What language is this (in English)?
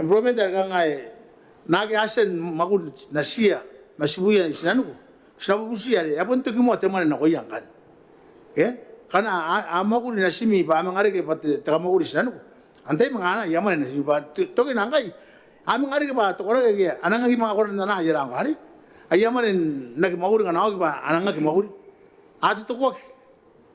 Gilbertese